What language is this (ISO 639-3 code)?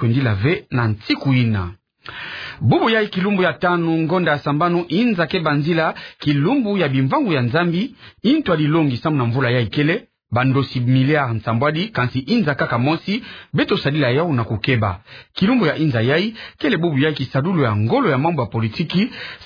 ktu